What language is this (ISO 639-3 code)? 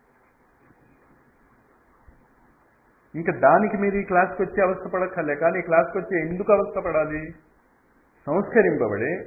tel